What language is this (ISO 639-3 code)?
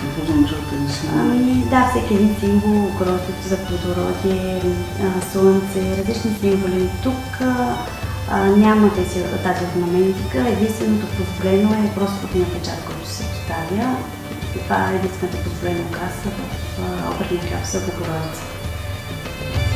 bul